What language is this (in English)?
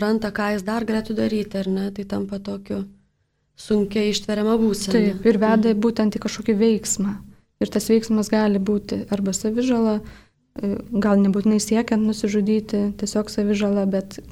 Lithuanian